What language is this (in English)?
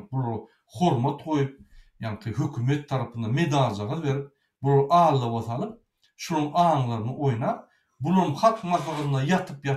Turkmen